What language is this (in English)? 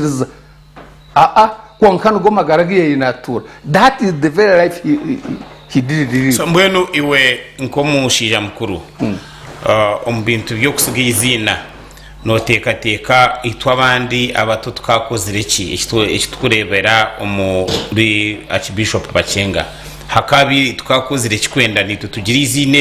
Nyankole